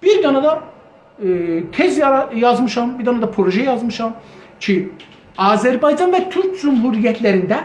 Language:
South Azerbaijani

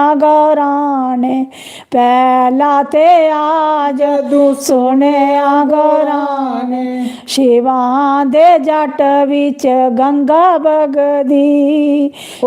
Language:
Dogri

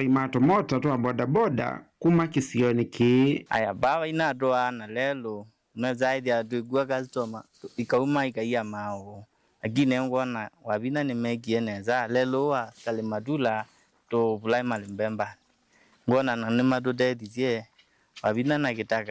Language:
Kamba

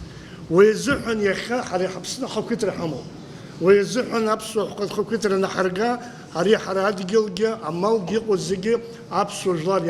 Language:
Abkhazian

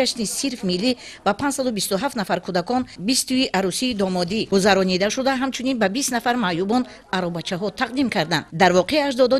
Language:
Tajik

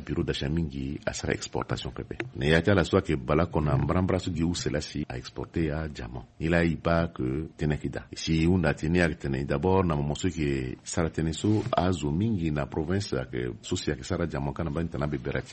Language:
Sango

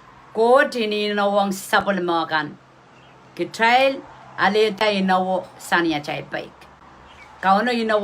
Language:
Pohnpeian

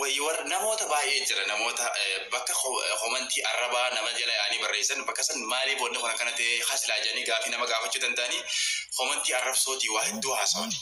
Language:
Oromo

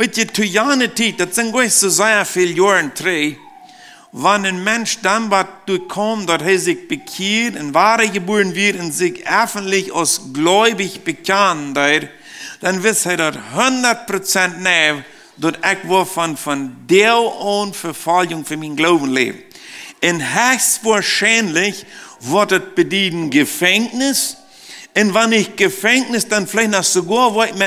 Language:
Plautdietsch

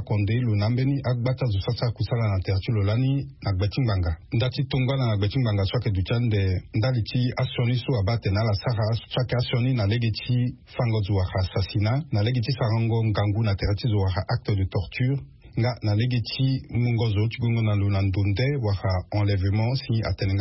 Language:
Sango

